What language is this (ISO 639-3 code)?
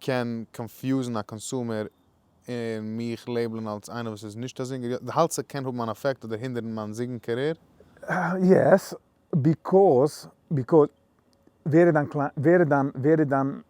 yid